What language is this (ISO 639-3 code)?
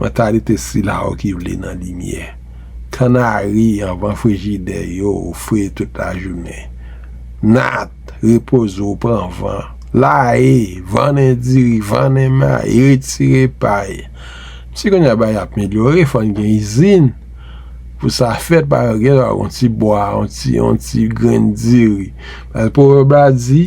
hat